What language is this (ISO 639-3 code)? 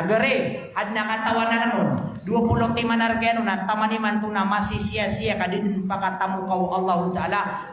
mrw